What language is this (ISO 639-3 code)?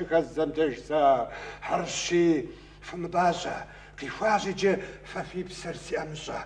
kbd